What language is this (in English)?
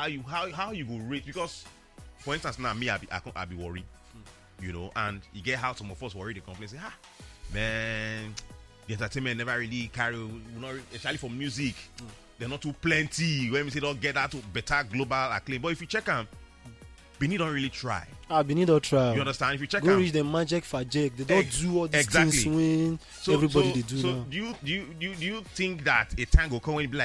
Nigerian Pidgin